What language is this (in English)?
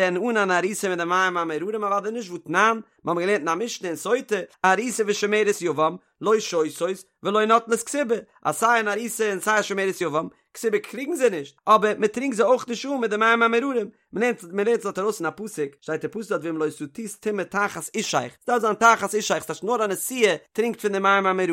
Yiddish